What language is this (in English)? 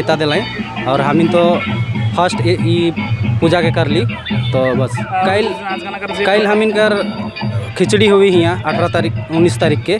Sadri